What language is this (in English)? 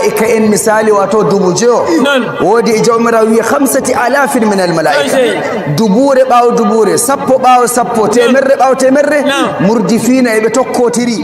Fula